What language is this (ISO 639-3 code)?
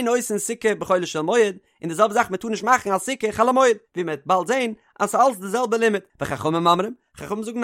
yid